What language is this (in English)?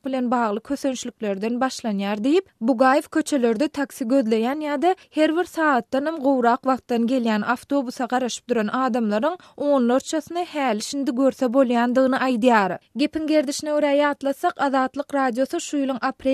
Turkmen